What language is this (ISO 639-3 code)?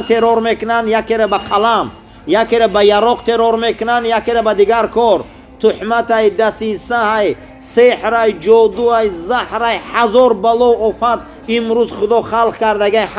tgk